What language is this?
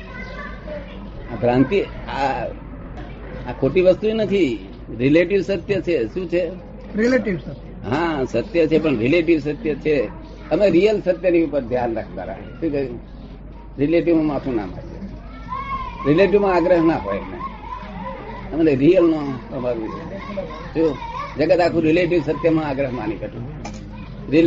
Gujarati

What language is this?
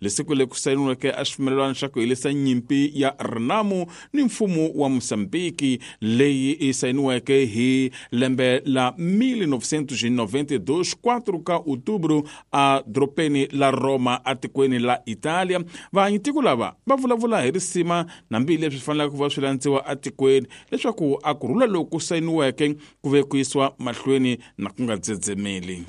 Tsonga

